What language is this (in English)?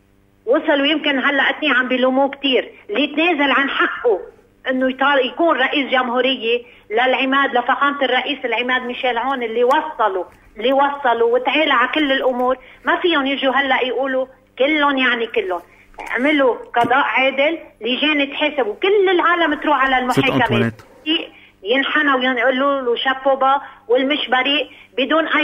North Levantine Arabic